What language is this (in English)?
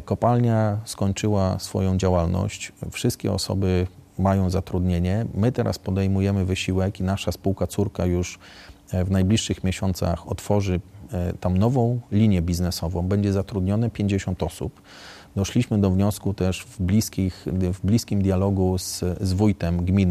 Polish